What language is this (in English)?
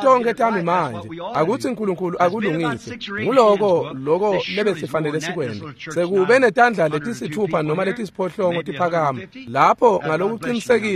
Swati